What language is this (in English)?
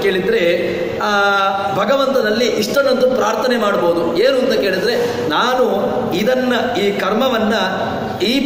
Kannada